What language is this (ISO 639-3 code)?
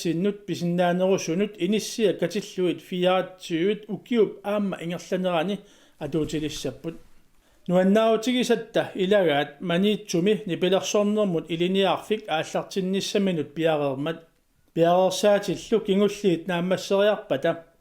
kal